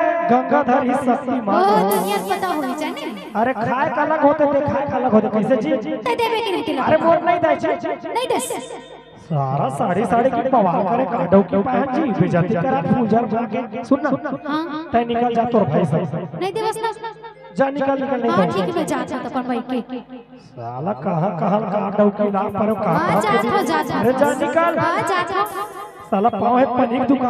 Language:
Chhattisgarhi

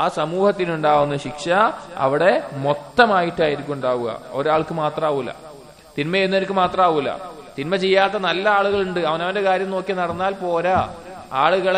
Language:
Malayalam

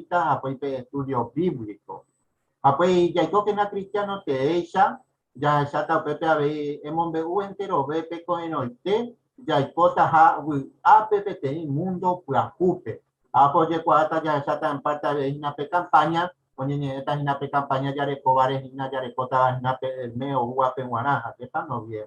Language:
Guarani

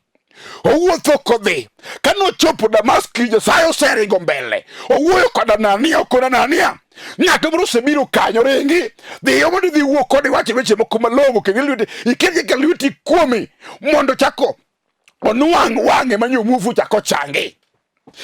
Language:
Luo (Kenya and Tanzania)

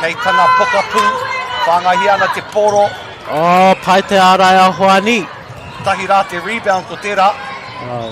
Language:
Māori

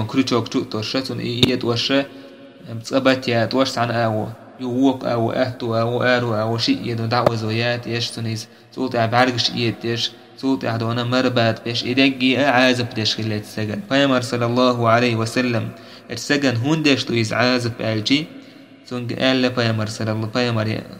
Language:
Chechen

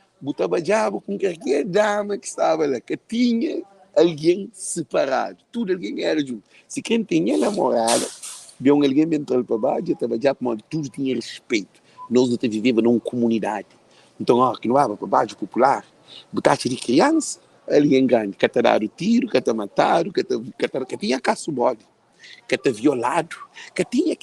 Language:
Kabuverdianu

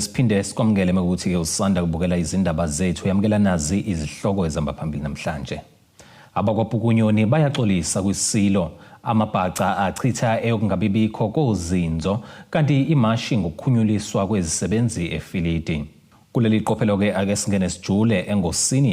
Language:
Zulu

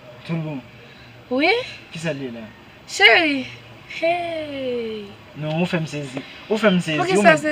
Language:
Haitian Creole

